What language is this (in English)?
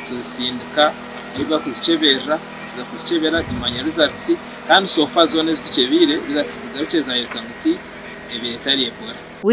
Nyankole